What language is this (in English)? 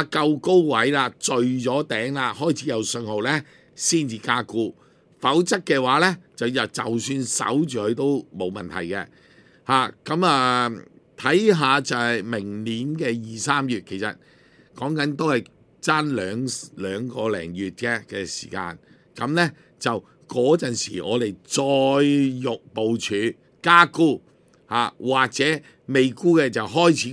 Cantonese